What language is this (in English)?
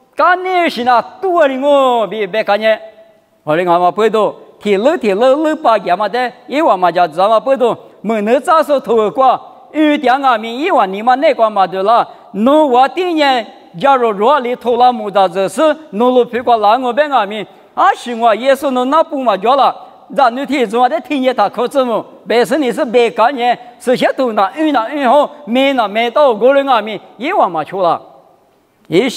Lisu